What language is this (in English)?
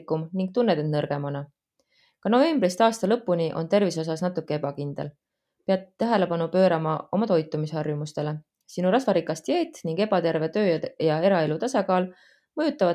Estonian